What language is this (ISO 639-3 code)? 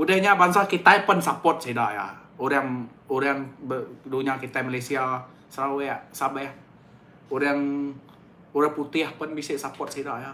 iba